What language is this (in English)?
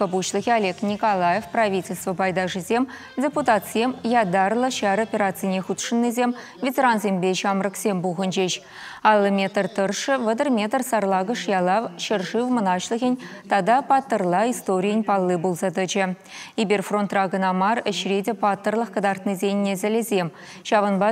Chuvash